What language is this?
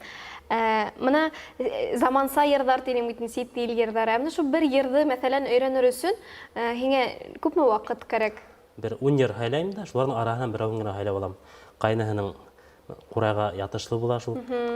Bashkir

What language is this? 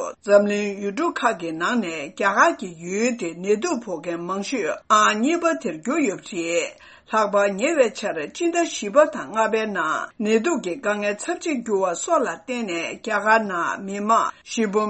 Tibetan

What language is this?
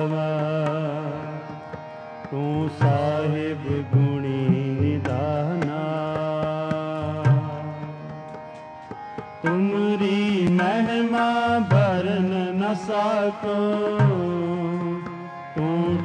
Hindi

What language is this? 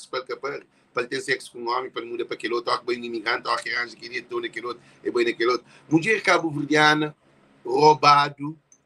Kabuverdianu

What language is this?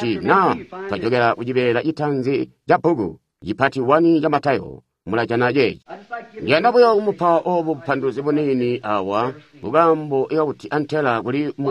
Tonga (Zambia)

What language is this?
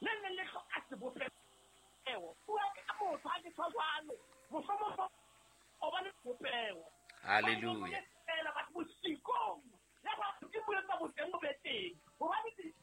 Southern Sotho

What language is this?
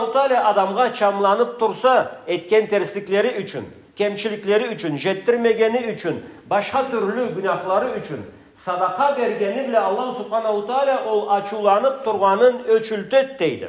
Karachay-Balkar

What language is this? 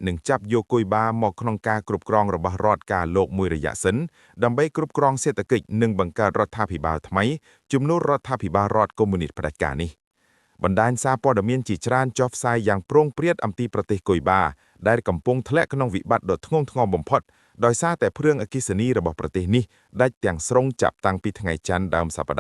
Khmer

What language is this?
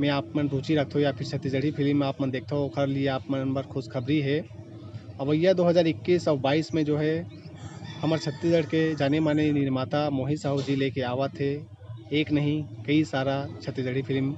Chhattisgarhi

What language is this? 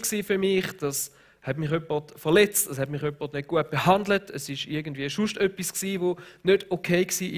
Swiss German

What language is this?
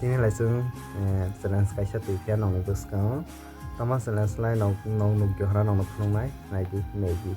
Kok Borok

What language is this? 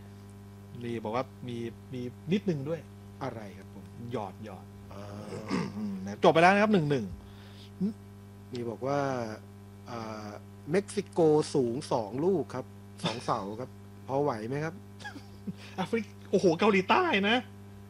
Thai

